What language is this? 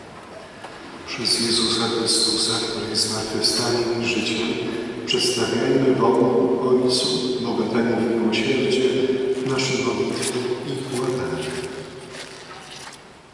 Polish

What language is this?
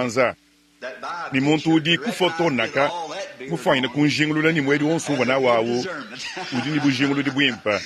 Luba-Lulua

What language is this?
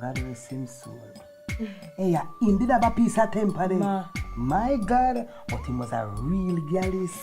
Jamaican Creole English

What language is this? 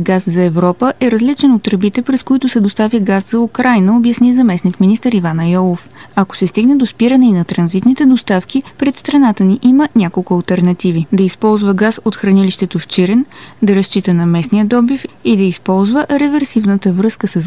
Bulgarian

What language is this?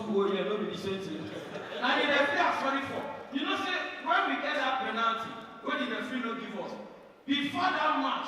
Nigerian Pidgin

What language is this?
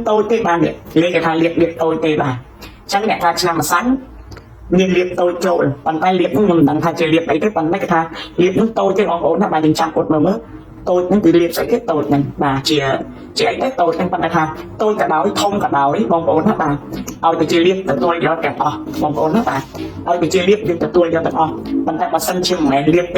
Khmer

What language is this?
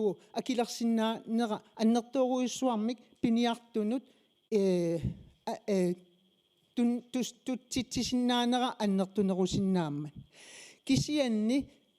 Kalaallisut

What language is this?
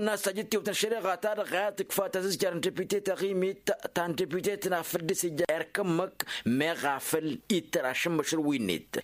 Tamasheq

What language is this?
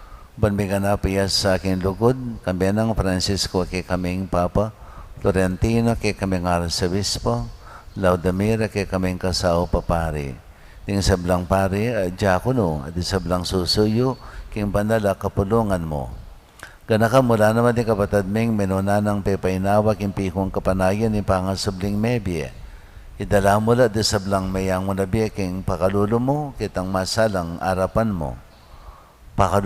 Pampanga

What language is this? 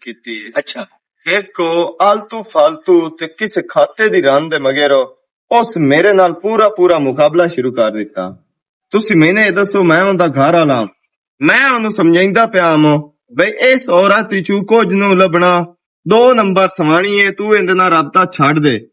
Western Panjabi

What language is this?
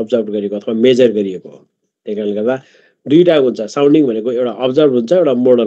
Nepali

